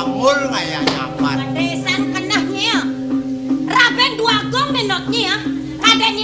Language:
Balinese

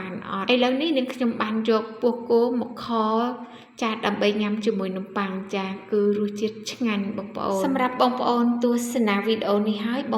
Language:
Khmer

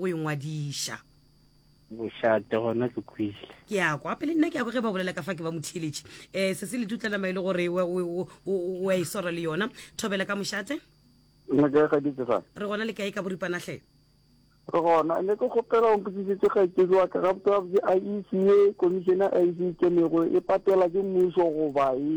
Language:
Northern Sotho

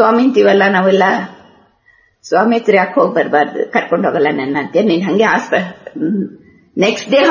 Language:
Kannada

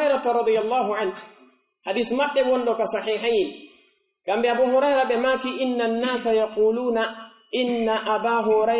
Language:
Pular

